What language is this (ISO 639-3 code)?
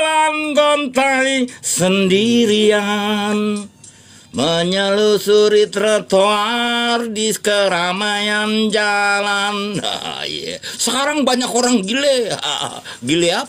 bew